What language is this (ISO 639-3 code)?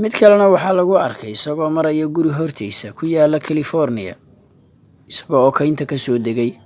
som